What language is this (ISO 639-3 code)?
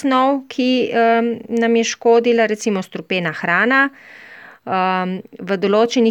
slv